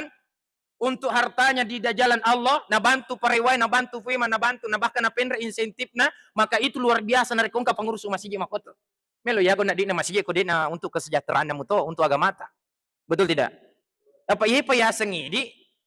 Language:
Buginese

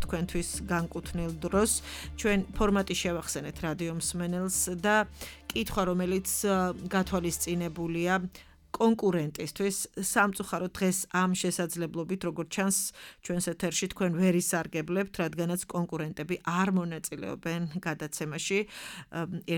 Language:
Georgian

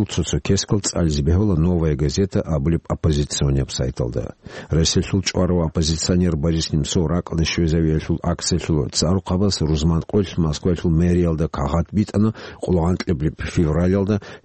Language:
Avaric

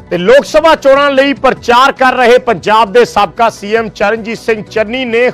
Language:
Punjabi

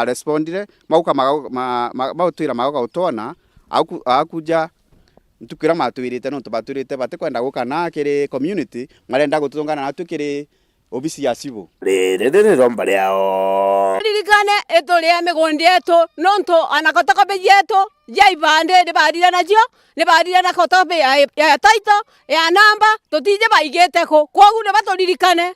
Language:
Meru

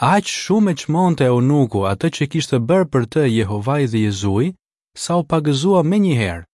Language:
Albanian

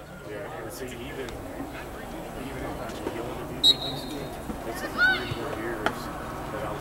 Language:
English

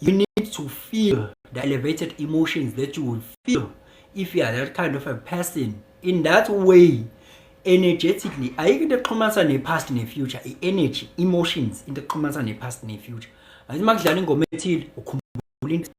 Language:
Zulu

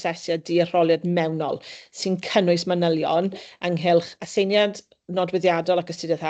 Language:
Welsh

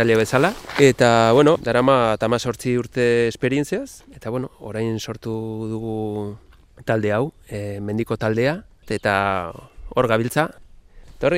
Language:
Basque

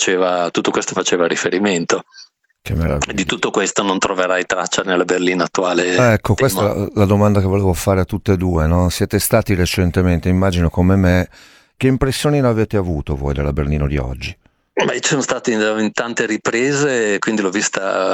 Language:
Italian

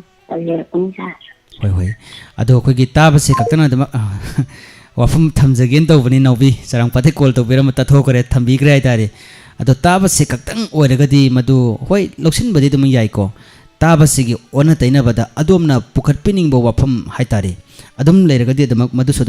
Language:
Manipuri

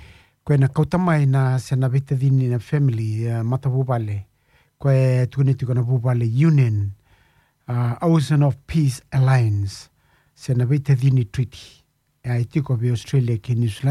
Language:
Fijian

